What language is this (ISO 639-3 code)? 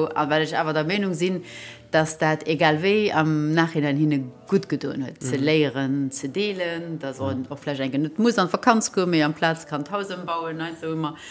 ltz